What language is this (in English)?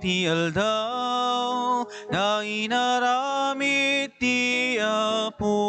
Iloko